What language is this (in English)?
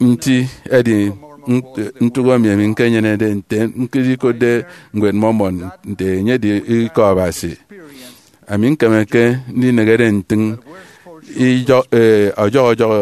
Efik